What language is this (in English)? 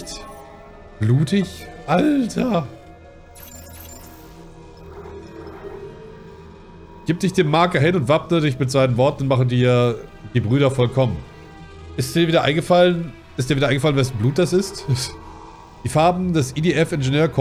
German